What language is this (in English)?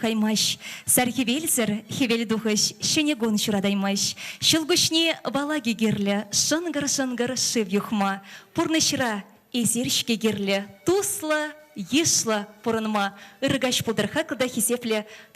Chuvash